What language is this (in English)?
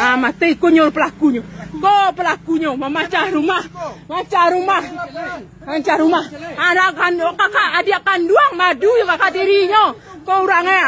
Minangkabau